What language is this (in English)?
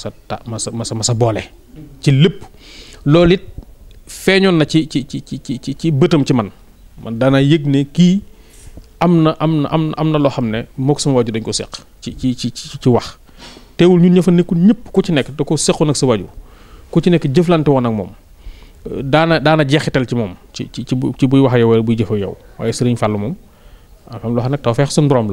Wolof